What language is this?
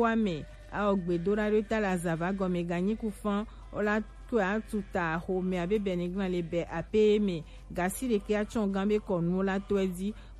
Gen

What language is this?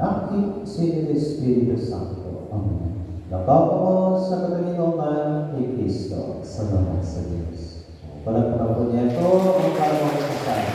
Bikol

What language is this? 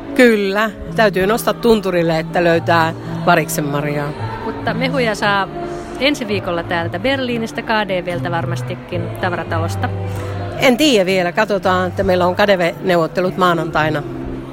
Finnish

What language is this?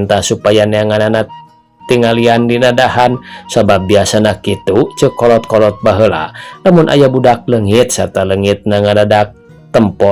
Sundanese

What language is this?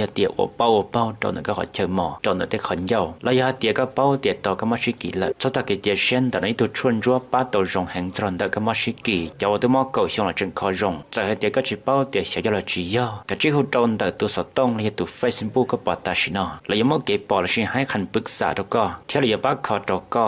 Hmong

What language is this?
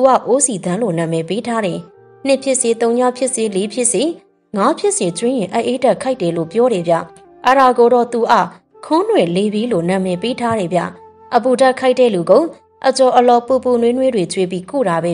Burmese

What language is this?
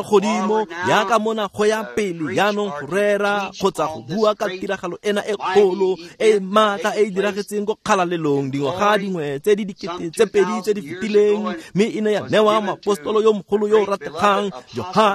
Tswana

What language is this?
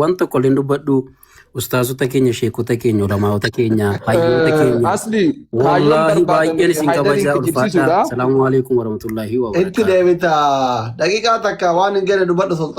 Oromo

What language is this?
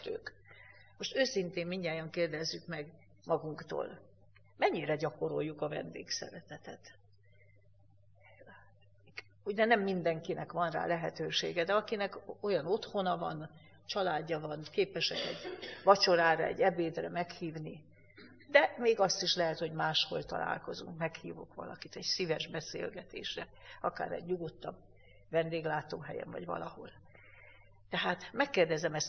Hungarian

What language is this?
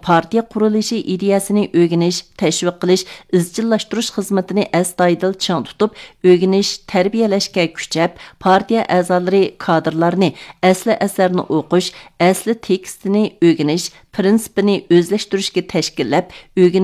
Uyghur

